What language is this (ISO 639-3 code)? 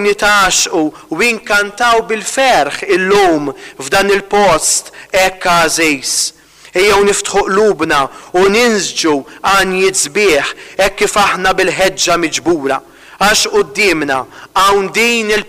mlt